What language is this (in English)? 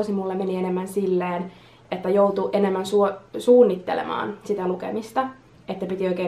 Finnish